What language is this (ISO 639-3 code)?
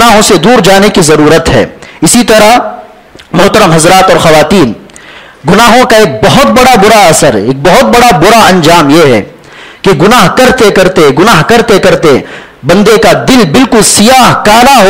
urd